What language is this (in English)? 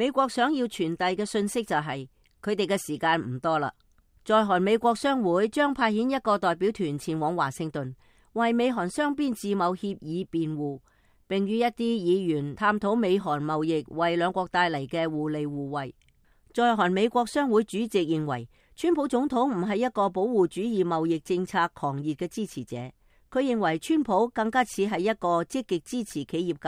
Cantonese